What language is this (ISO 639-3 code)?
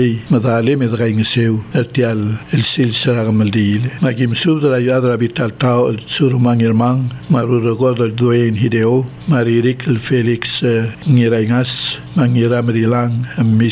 pau